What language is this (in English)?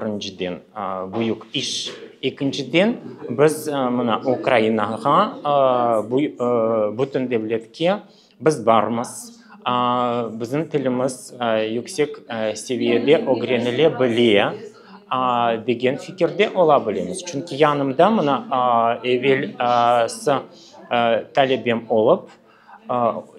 Crimean Tatar